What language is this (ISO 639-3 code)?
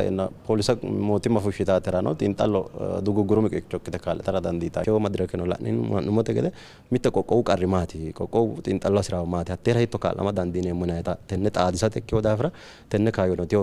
sid